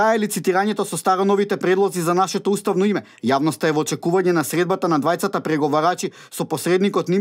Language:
Macedonian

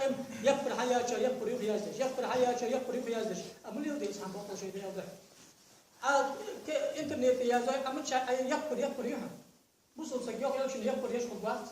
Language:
Ingush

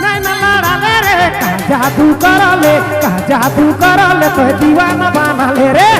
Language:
Sadri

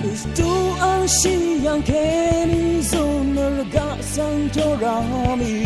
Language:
Rawang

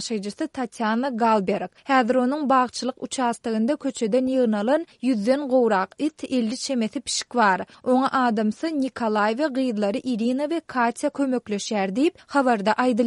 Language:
Turkmen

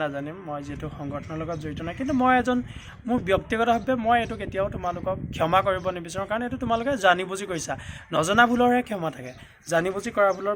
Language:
Assamese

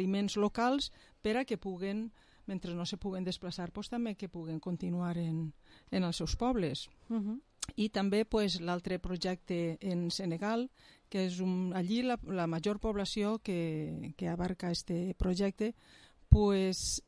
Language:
Catalan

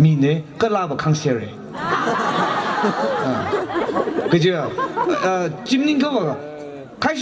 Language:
Tangkhul Naga (India)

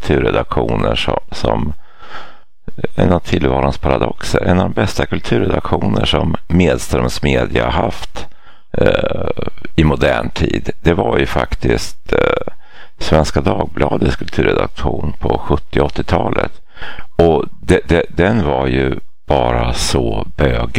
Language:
Swedish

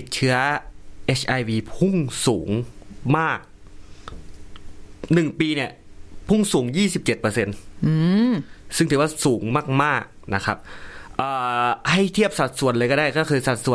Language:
Thai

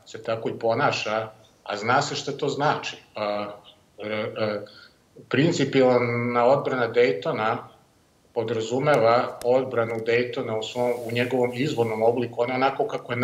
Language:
Serbian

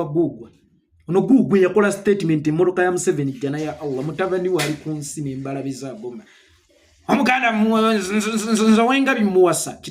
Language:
Ganda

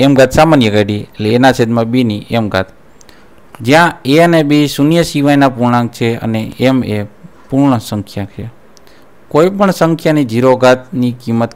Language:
Gujarati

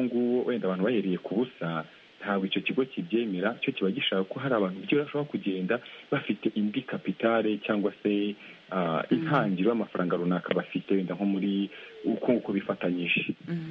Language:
Kinyarwanda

